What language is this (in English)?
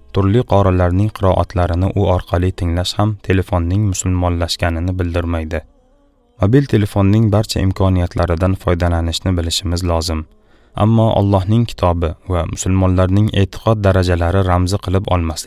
Uzbek